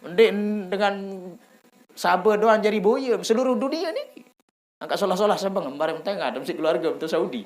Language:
Sasak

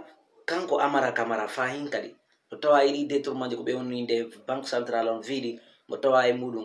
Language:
Fula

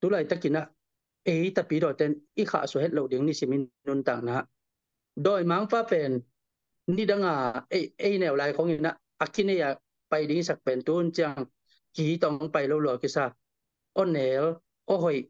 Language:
Tedim Chin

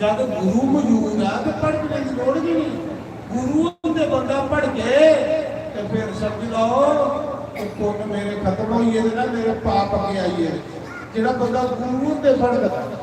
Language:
Dogri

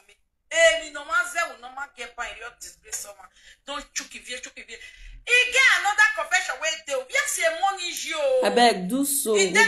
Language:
Nigerian Pidgin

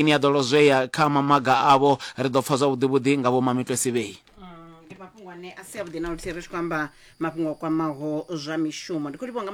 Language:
Venda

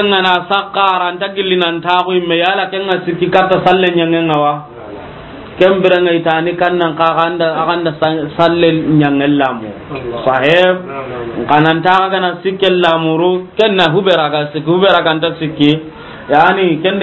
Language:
Soninke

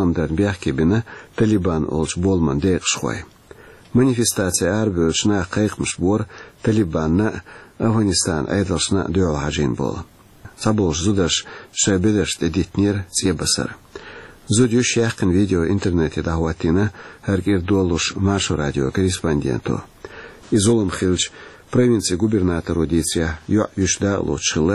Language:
Chechen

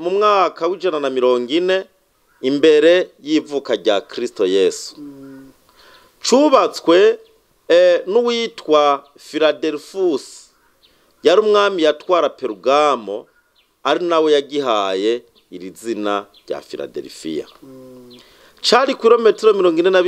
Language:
Rundi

